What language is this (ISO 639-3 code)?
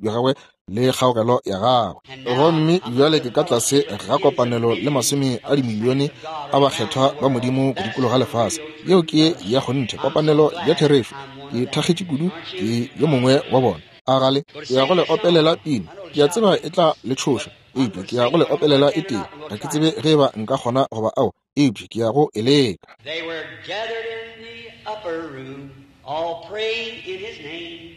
nso